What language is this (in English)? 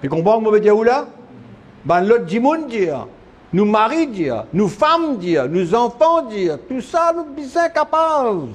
Morisyen